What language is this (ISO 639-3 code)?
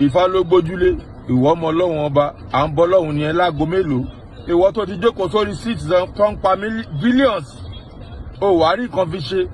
yor